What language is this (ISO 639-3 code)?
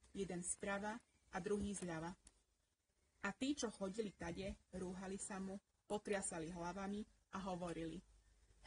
slk